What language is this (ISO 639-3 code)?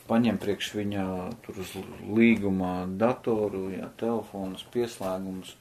lav